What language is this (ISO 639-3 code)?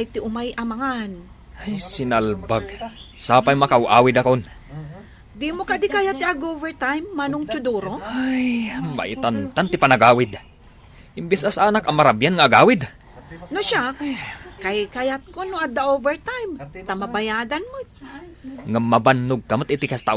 ilo